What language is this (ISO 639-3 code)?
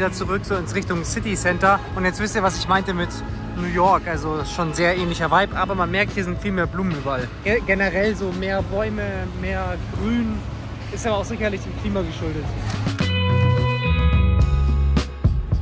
deu